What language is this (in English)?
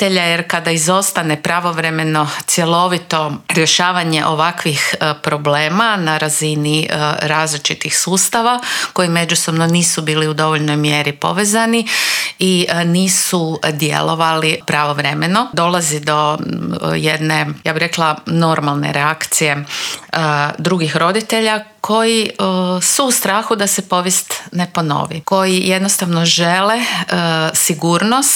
Croatian